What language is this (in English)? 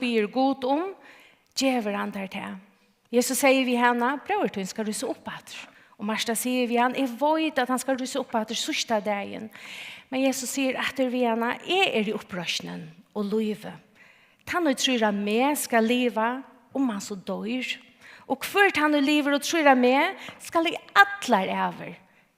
Faroese